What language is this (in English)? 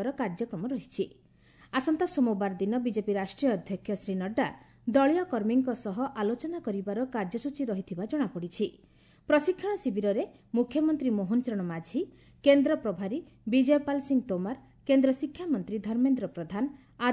Odia